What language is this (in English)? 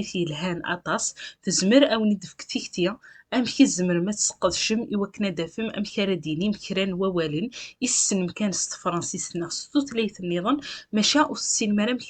Kabyle